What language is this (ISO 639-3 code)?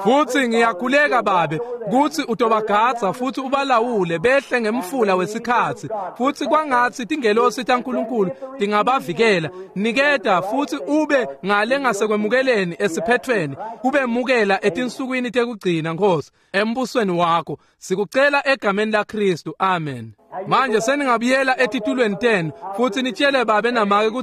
ssw